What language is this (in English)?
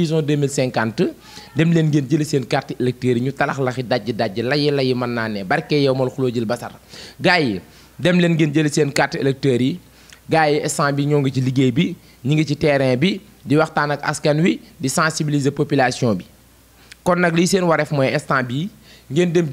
Wolof